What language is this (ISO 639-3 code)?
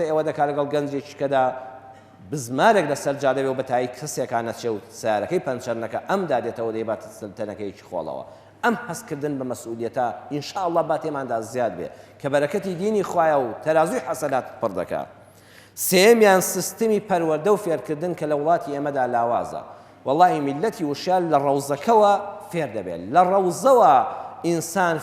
ckb